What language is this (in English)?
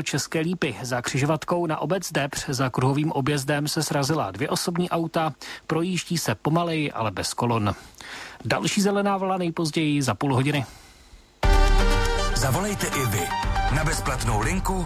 Czech